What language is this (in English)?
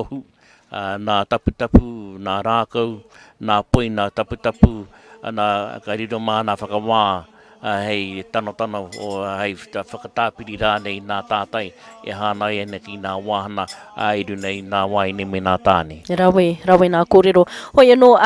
Māori